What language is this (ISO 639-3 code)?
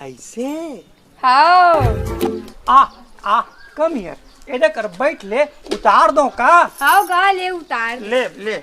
hne